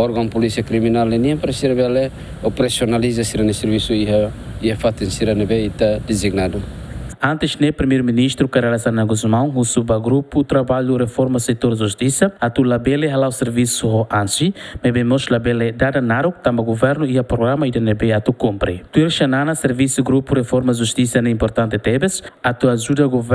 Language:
Tetum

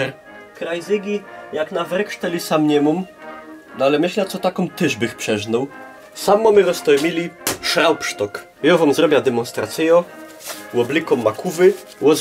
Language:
Silesian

